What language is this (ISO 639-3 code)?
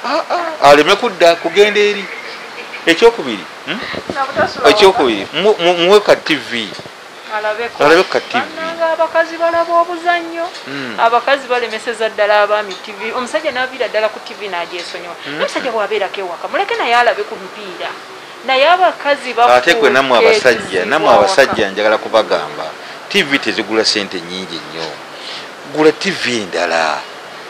lug